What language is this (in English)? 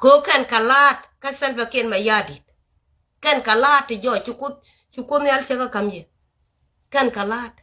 Nuer